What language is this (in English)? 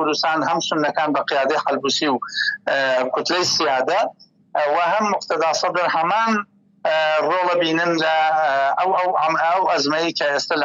Central Kurdish